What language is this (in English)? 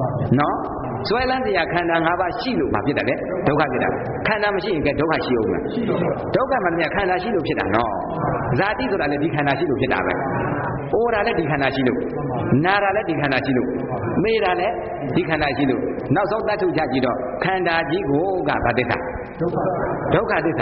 Burmese